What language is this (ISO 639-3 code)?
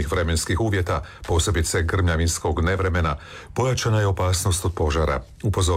hrv